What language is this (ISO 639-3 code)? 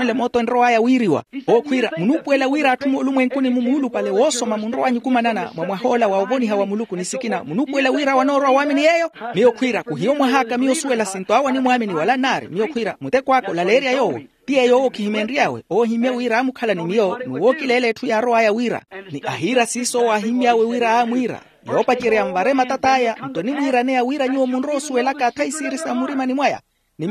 vmw